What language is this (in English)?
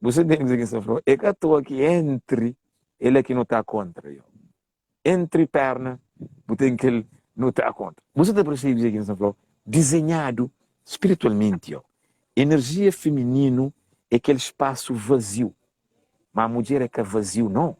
Kabuverdianu